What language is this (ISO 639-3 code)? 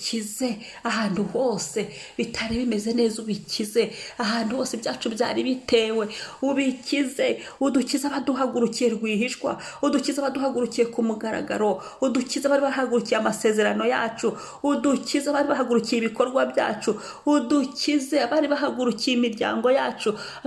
kin